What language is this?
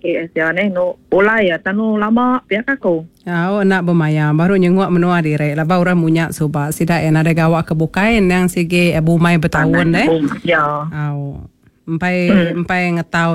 Iban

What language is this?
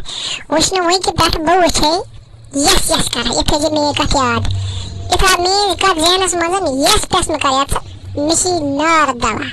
Kashmiri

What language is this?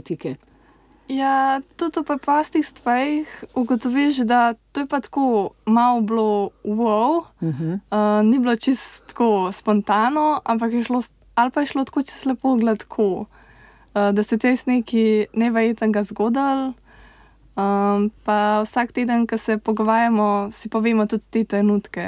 Slovenian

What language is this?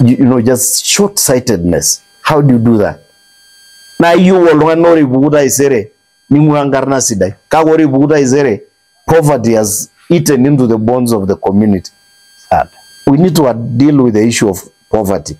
Masai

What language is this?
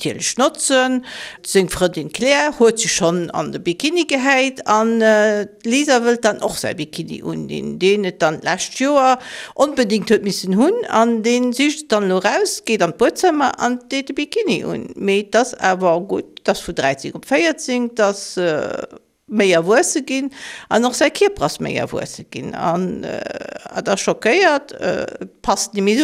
Luxembourgish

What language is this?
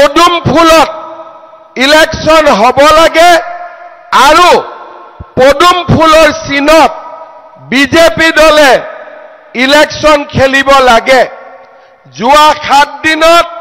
Assamese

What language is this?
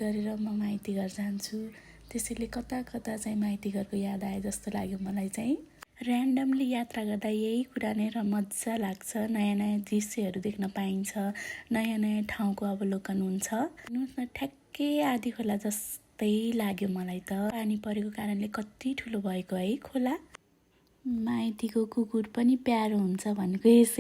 Nepali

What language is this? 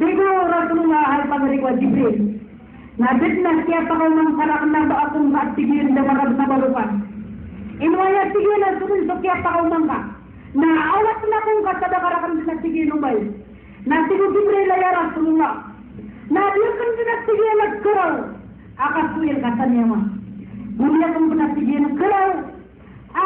Maranao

